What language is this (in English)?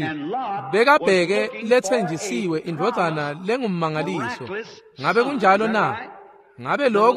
Swati